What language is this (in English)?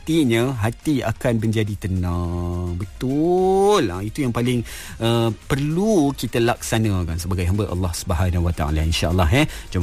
Malay